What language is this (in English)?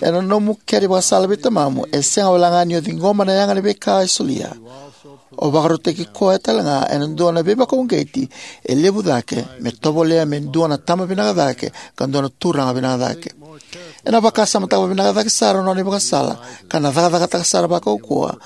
Fijian